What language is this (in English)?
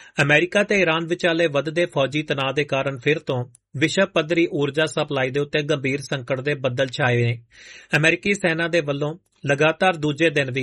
Punjabi